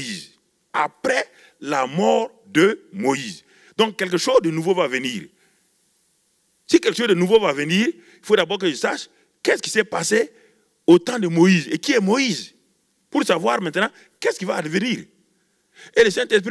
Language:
French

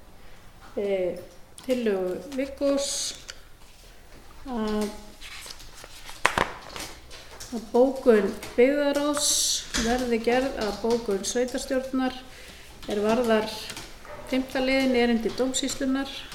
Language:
Icelandic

